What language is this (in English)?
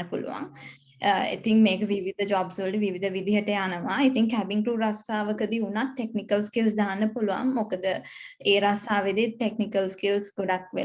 Sinhala